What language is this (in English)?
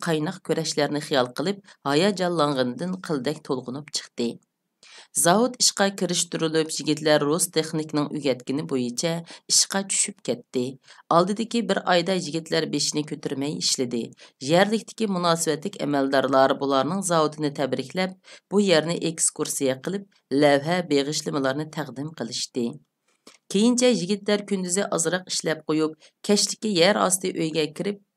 Uyghur